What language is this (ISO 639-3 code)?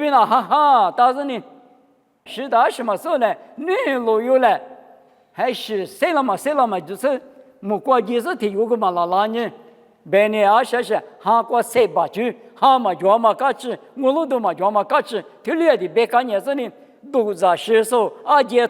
lis